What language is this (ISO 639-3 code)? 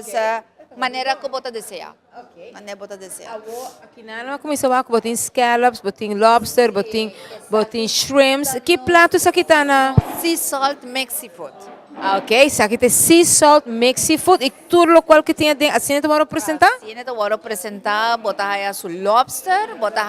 pap